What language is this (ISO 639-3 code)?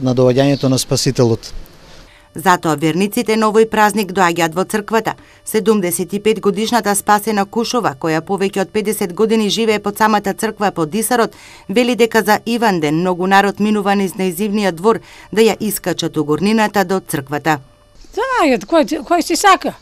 mkd